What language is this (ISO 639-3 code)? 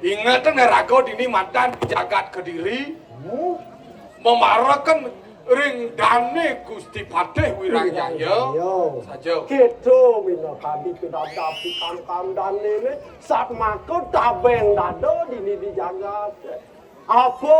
ban